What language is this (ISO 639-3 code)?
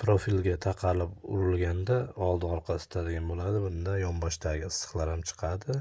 uzb